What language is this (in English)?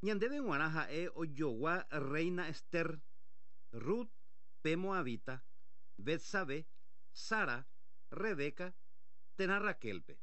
Guarani